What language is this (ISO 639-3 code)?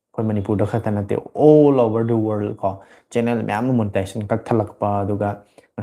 mni